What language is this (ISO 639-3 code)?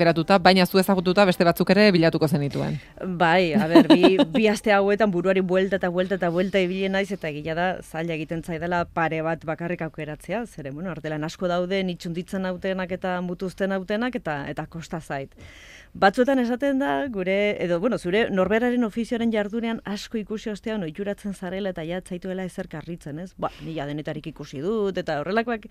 eus